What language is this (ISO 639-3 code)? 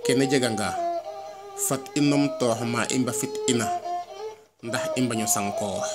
srr